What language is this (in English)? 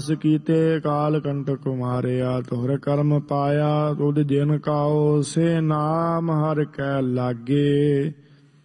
Punjabi